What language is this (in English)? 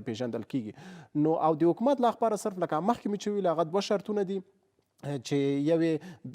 Pashto